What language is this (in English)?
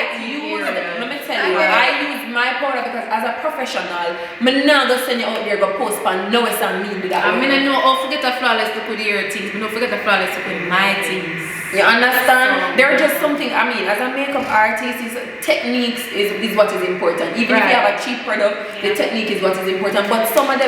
Jamaican Creole English